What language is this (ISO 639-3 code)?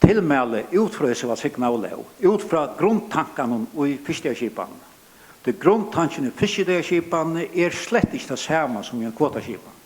fao